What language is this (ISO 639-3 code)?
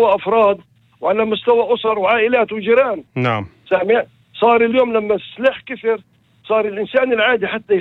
apc